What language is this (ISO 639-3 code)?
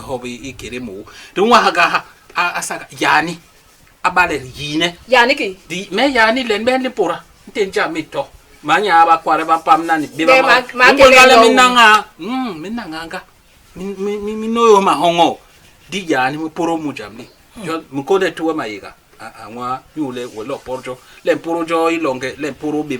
bas